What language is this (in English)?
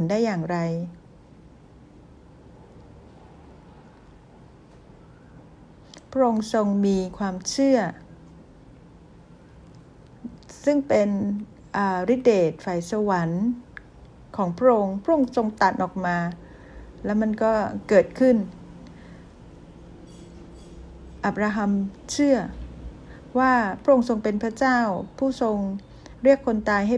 Thai